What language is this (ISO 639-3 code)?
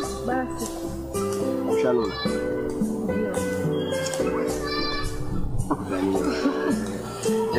swa